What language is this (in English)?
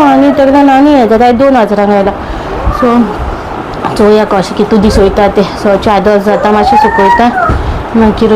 Konkani